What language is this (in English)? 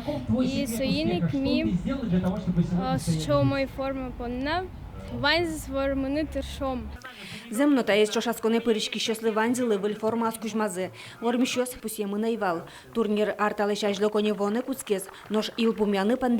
Udmurt